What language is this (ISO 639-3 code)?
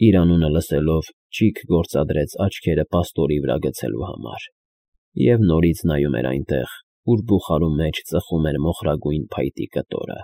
hye